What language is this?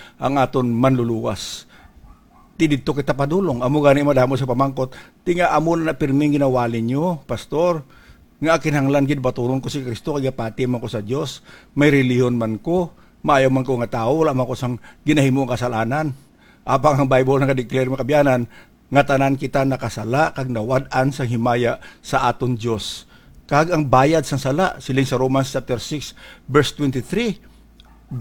Hiligaynon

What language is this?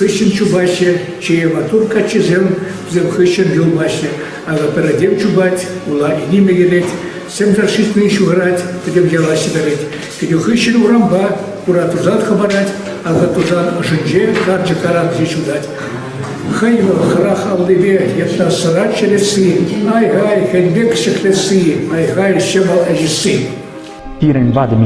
Chuvash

